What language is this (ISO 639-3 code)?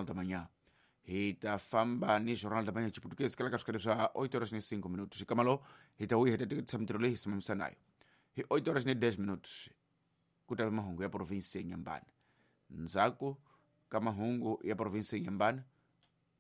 tso